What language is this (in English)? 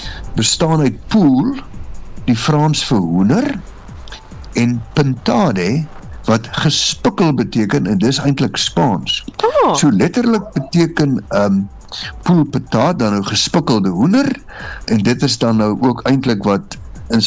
Afrikaans